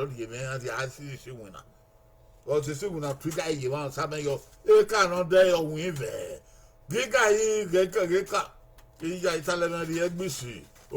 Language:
Bini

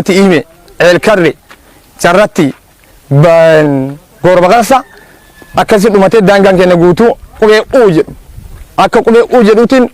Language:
Oromo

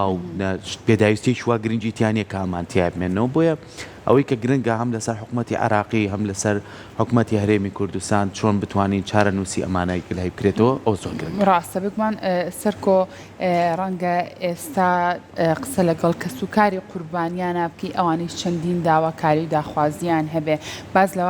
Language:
Central Kurdish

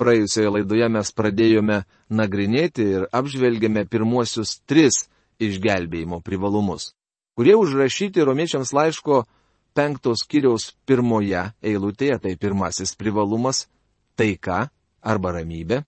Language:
Lithuanian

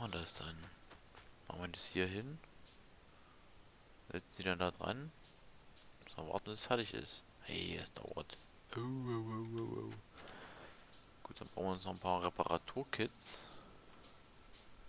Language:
German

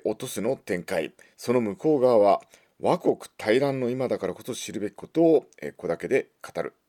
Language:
Japanese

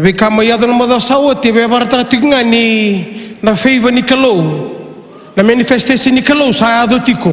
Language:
Fijian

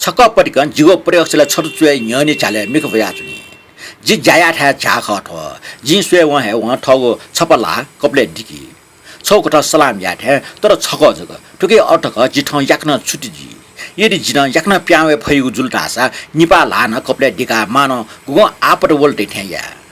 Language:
Newari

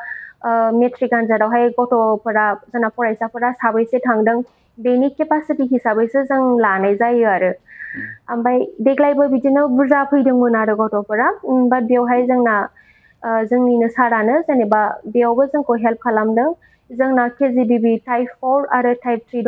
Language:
Bodo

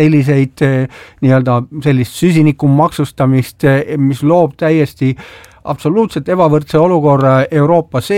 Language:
Estonian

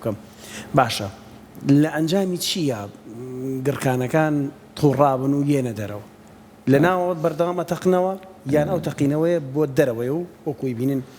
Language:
Central Kurdish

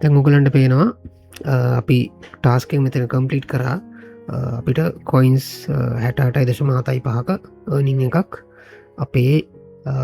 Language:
Sinhala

